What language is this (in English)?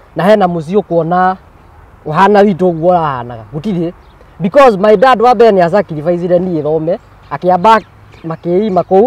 Kikuyu